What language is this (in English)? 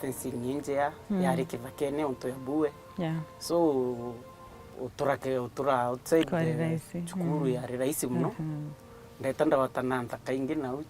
Meru